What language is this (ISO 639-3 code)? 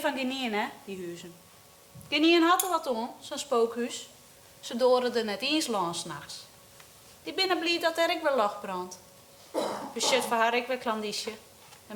fry